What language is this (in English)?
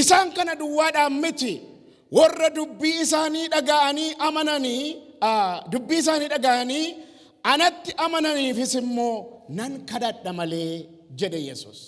Oromo